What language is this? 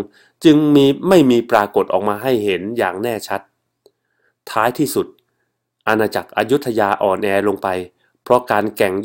Thai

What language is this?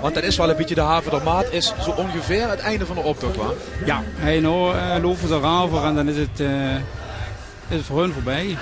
Limburgish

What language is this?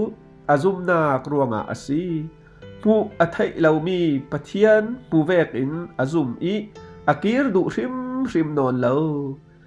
Falam Chin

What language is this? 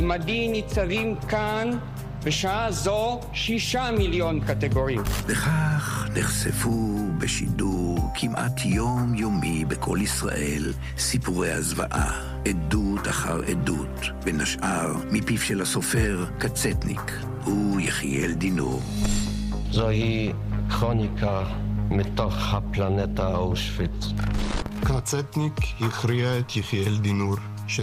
Hebrew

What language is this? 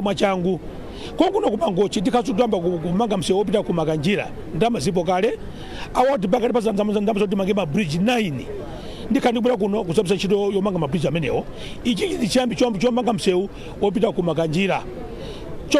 Nyanja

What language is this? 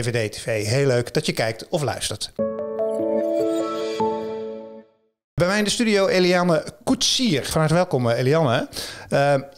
Dutch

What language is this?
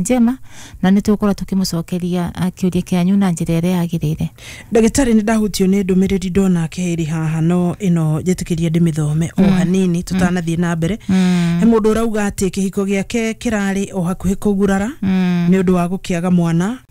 Kikuyu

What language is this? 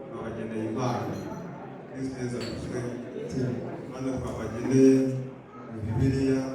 Kinyarwanda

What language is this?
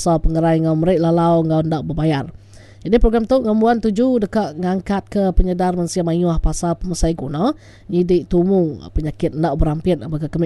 Iban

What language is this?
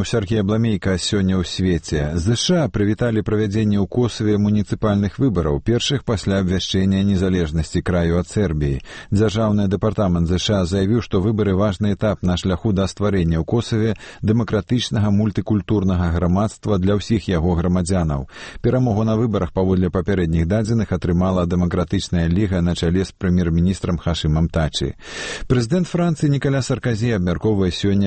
Belarusian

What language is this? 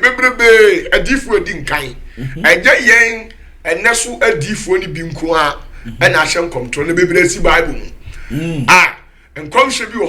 Akan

